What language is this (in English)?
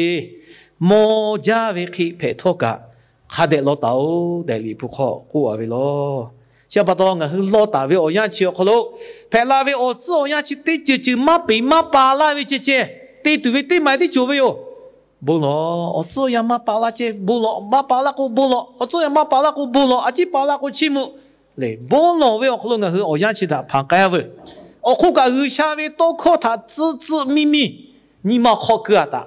Lahu